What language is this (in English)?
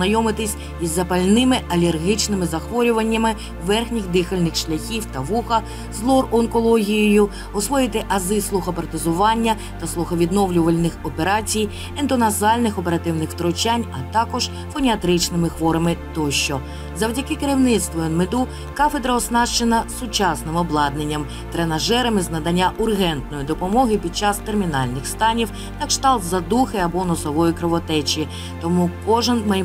Ukrainian